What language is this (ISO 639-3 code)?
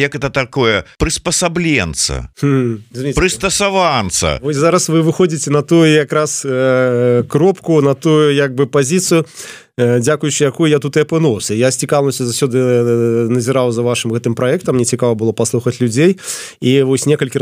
bel